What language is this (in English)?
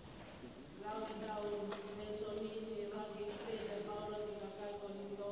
Tongan